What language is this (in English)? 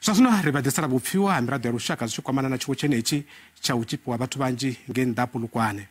Venda